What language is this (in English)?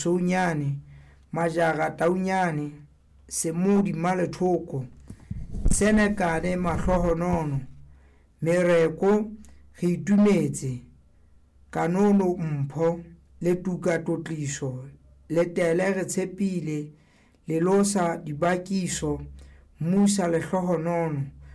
Southern Sotho